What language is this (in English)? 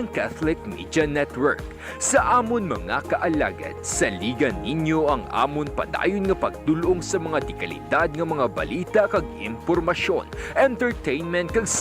Hiligaynon